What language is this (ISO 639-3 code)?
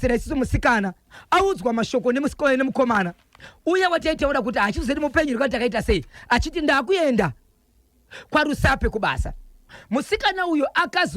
sna